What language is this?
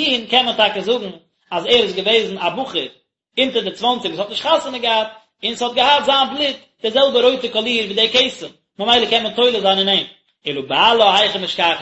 Yiddish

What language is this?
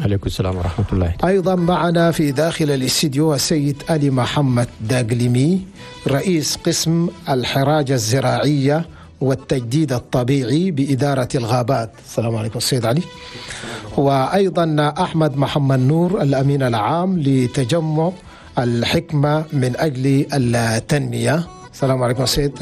Chadian Arabic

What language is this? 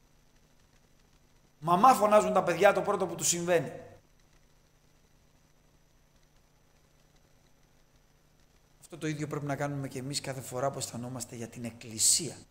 Greek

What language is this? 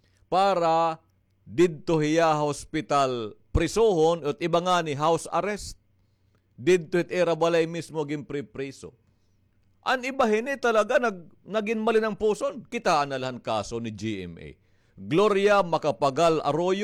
Waray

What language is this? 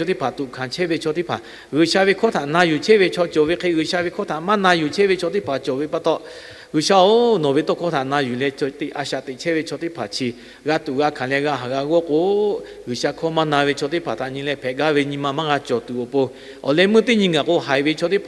Lahu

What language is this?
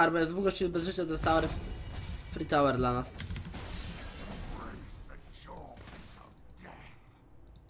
Polish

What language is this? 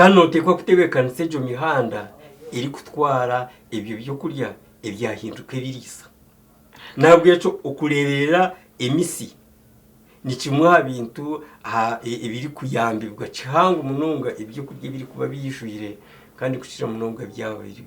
Nyankole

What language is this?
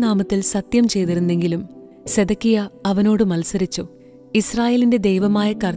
Malayalam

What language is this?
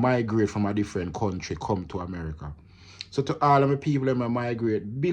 Jamaican Creole English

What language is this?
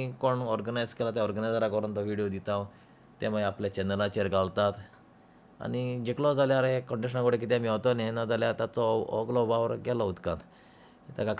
Konkani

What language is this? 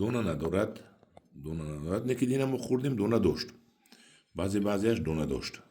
Tajik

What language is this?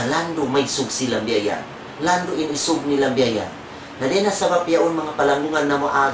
Tausug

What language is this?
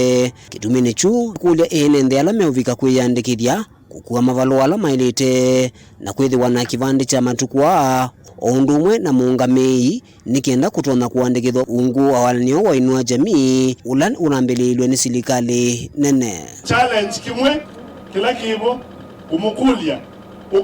Kamba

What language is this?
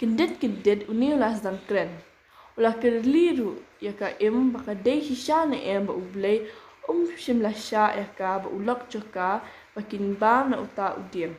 Khasi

